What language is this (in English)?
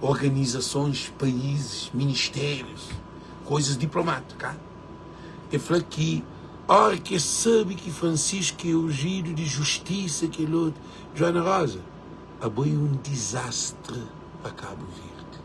Kabuverdianu